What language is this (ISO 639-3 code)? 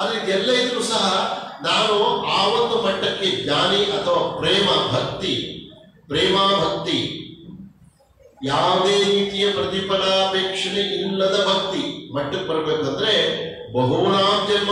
kan